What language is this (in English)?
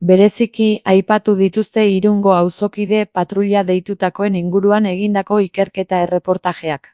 Basque